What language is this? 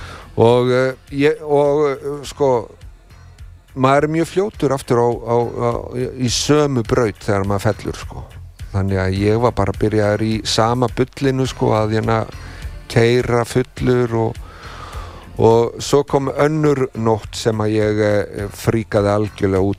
Icelandic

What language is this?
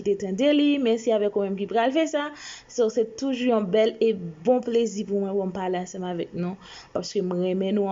Haitian Creole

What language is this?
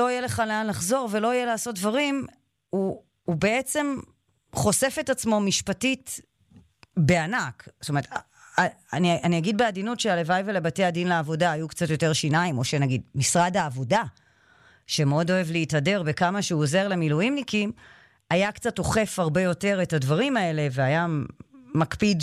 Hebrew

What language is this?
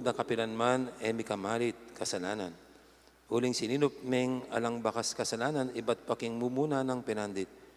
Pampanga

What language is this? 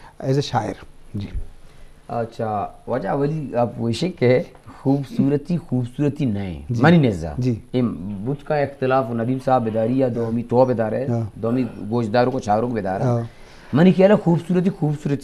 Eastern Balochi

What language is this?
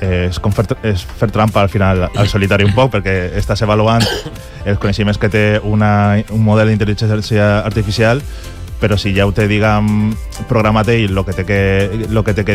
Catalan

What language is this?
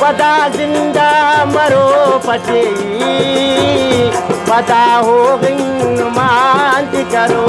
Brahui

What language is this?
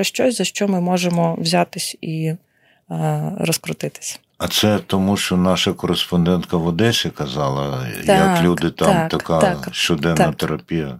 Ukrainian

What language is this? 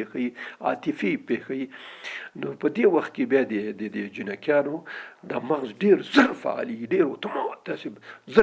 Pashto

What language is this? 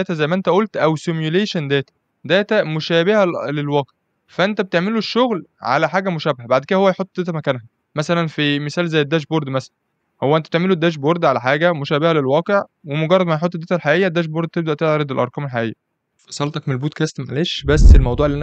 Egyptian Arabic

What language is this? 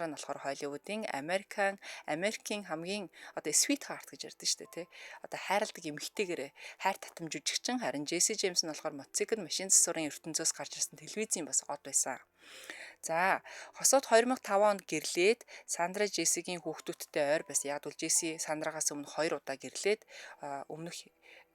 Mongolian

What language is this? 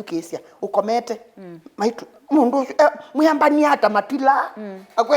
Kamba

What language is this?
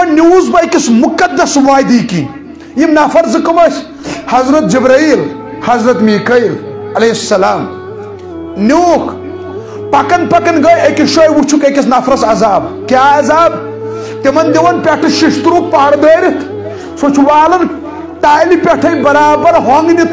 Kashmiri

